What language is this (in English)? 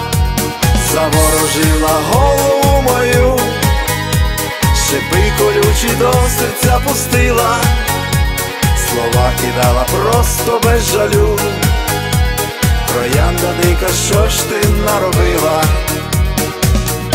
Ukrainian